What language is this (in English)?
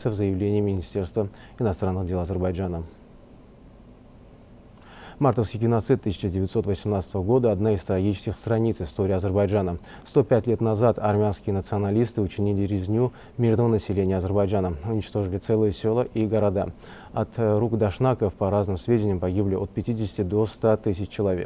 Russian